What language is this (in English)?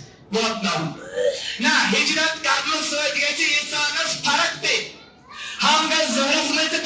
Kashmiri